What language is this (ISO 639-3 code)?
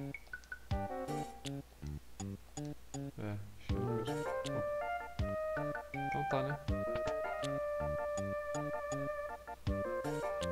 por